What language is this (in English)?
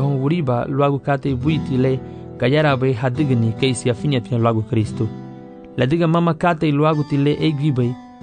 Garifuna